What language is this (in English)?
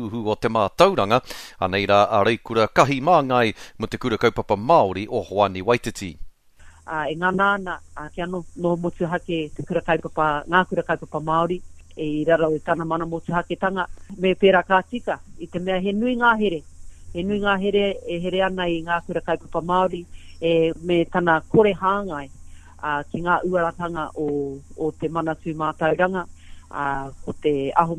Māori